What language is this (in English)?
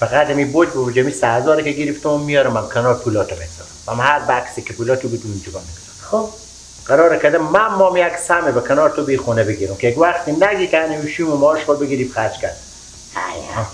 Persian